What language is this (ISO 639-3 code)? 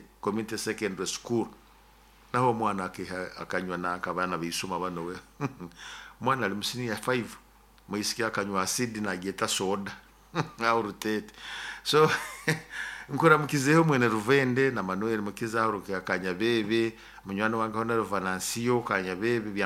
nyo